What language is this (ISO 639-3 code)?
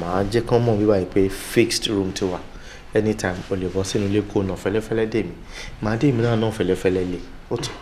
yor